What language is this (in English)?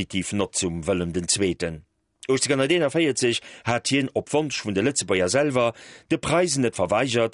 Luxembourgish